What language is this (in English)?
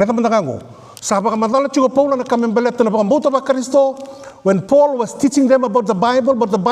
Fijian